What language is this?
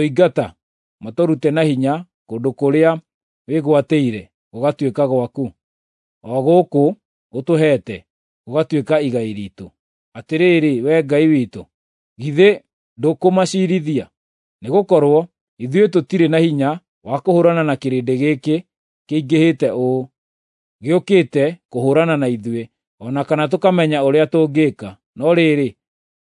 Kikuyu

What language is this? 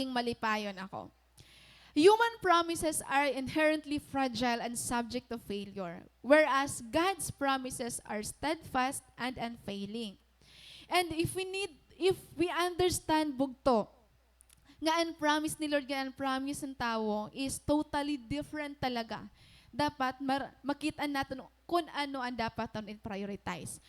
Waray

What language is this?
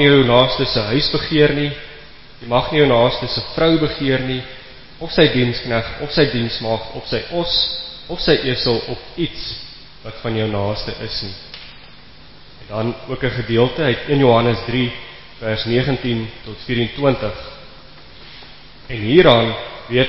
Afrikaans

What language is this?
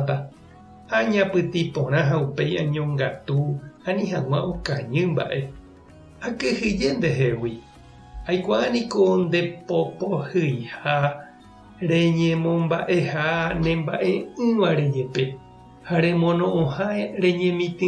Guarani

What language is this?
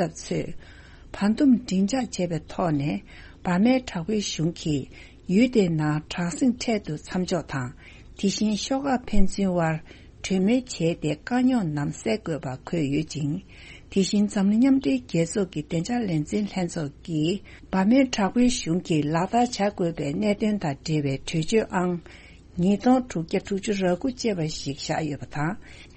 Tibetan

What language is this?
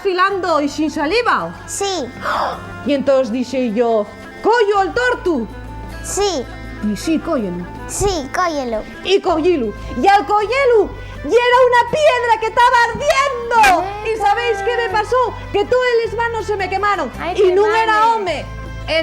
Asturian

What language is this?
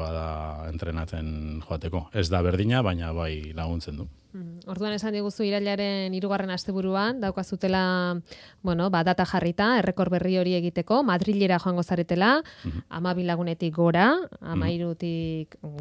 Basque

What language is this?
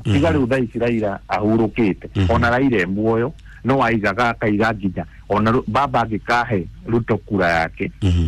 Kikuyu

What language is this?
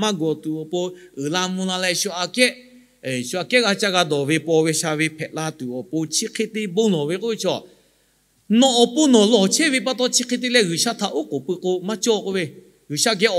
Lahu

